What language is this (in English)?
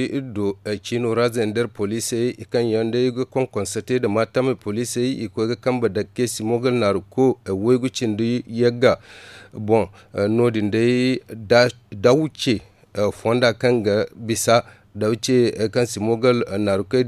Zarma